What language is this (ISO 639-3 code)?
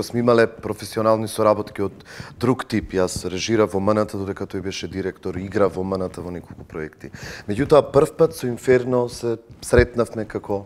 mkd